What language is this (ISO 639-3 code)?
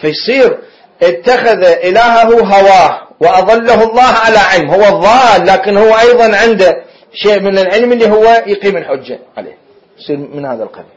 acm